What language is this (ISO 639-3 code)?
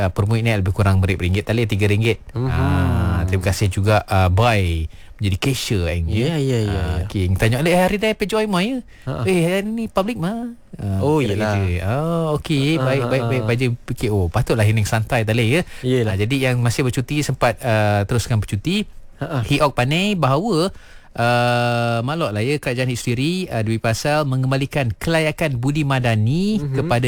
msa